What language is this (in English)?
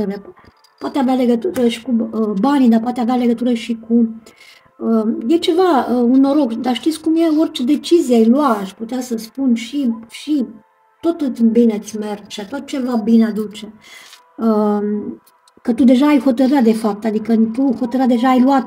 Romanian